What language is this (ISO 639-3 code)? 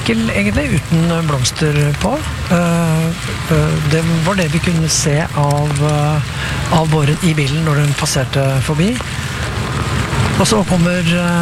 nor